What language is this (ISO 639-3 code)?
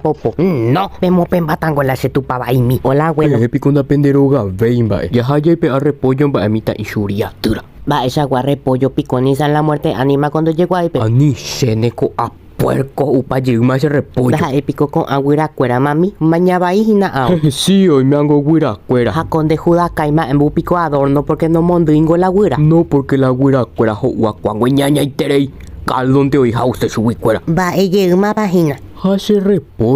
grn